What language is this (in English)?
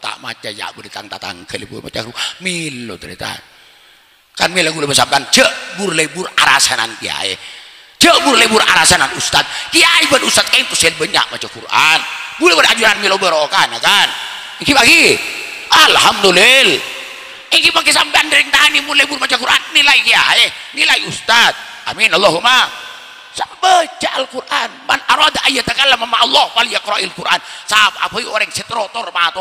Madurese